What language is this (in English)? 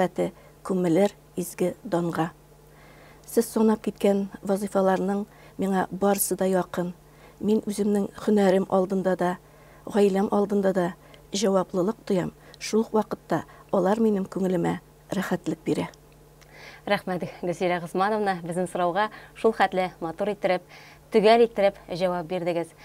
Tatar